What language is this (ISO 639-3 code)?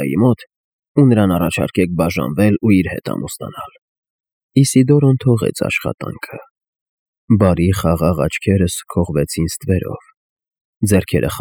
hye